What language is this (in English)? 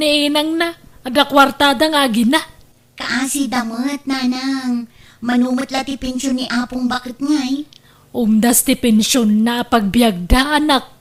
Iloko